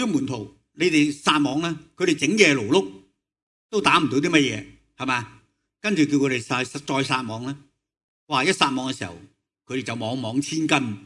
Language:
Cantonese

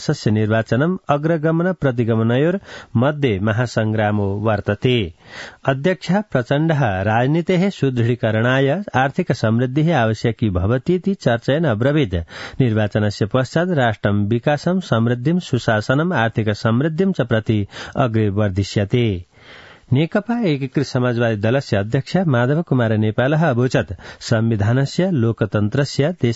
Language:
Sanskrit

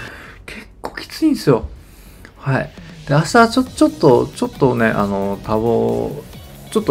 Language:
Japanese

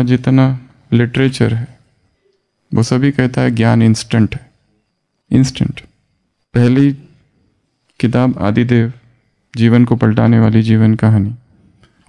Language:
Hindi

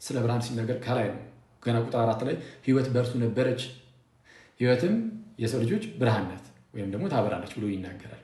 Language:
Amharic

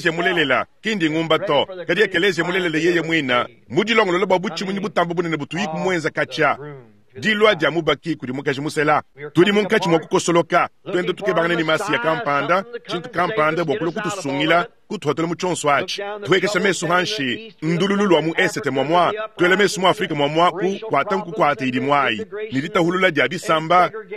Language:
Luba-Lulua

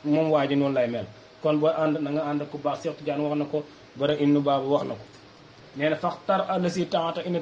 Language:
Wolof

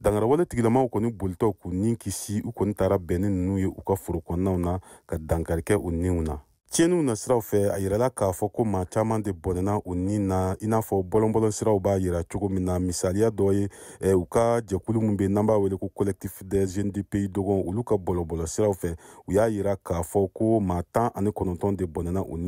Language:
Bambara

